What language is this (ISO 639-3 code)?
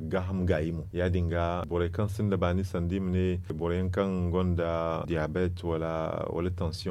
dje